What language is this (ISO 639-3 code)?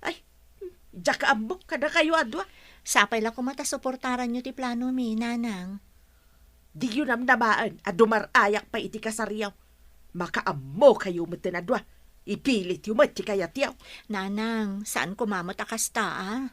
ilo